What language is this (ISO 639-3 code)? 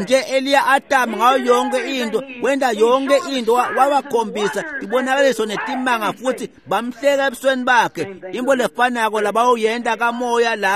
ssw